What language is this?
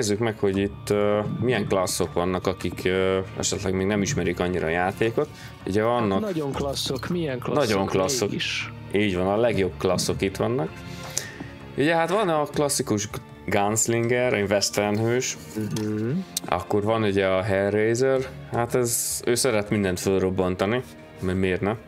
Hungarian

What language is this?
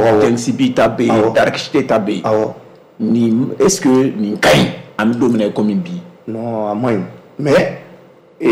Bambara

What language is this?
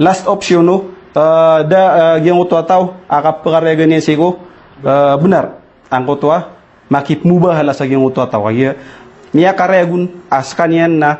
Maranao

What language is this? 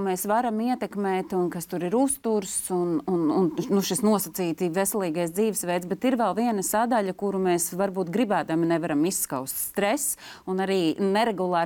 Latvian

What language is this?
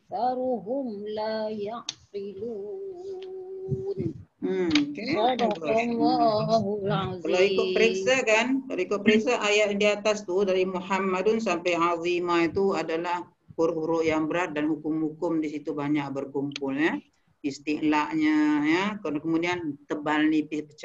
Malay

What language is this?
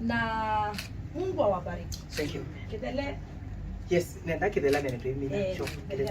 Kamba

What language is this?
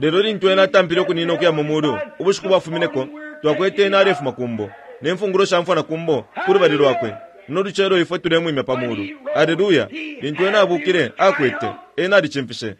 Bemba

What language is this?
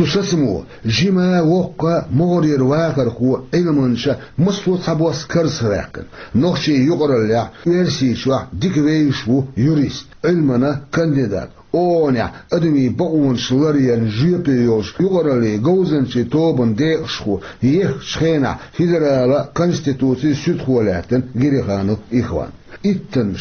Chechen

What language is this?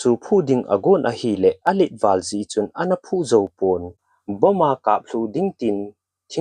Thado Chin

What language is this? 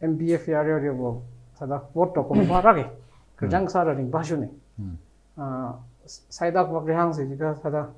Tangkhul Naga (India)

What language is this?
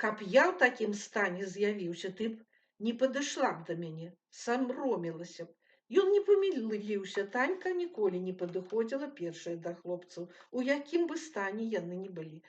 Belarusian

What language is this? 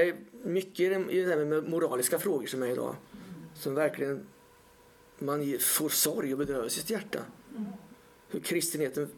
Swedish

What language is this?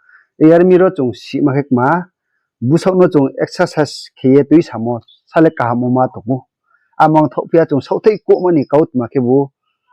Riang (India)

